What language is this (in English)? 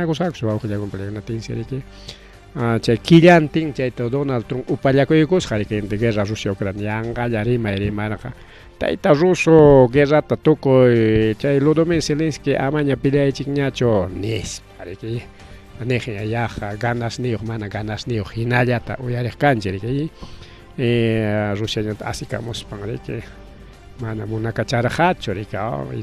Ayacucho Quechua